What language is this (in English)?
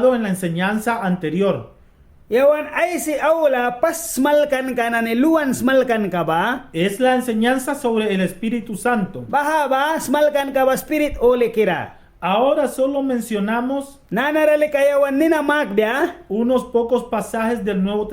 Mískito